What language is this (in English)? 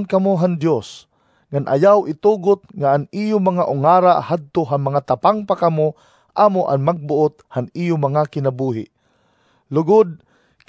Waray